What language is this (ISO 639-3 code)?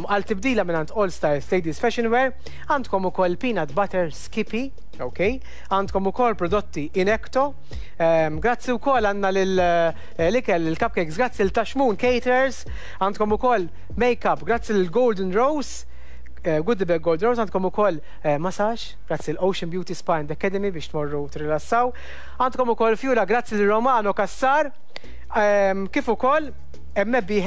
mlt